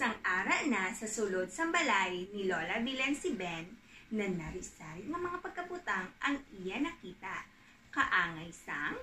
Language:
Hiligaynon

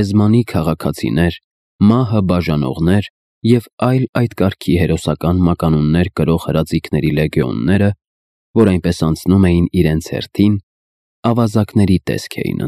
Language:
Armenian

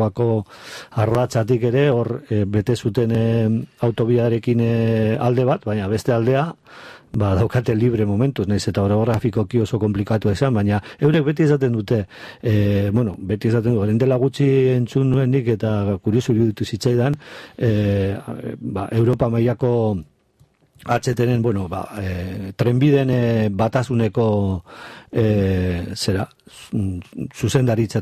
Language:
Basque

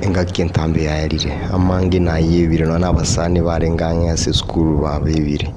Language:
Gusii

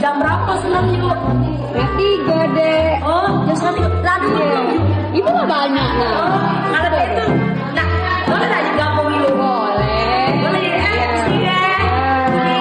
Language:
Musi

